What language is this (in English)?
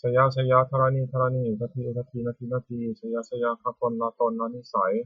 Pali